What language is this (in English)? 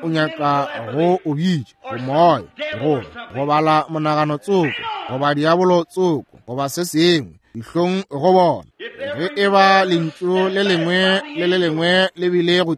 Northern Sotho